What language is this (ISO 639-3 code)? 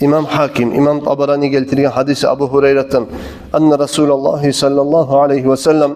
kum